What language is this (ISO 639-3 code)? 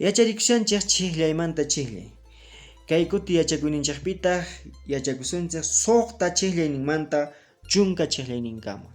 que